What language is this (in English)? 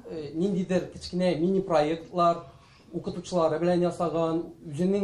Tatar